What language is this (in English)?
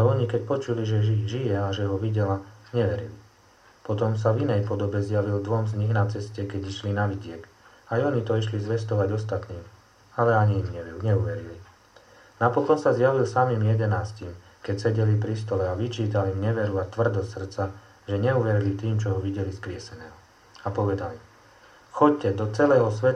Slovak